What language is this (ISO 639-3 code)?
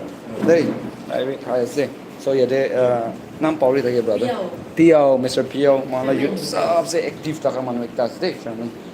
nag